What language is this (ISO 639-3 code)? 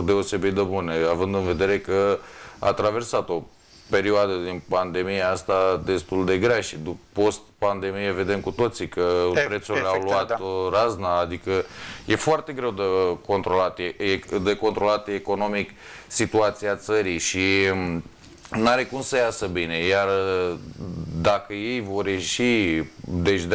ron